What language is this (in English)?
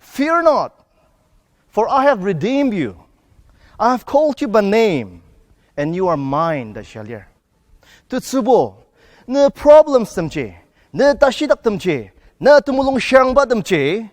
Ao Naga